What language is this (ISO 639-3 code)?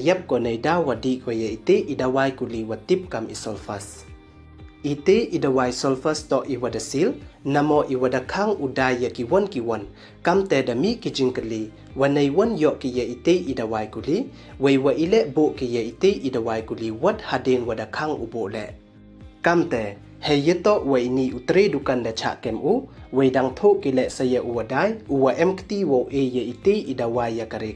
pbv